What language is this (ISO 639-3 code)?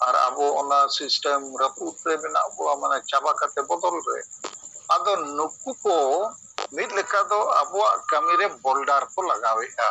sat